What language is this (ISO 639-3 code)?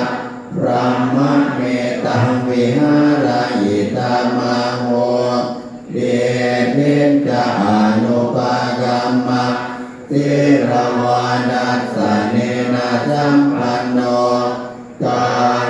pli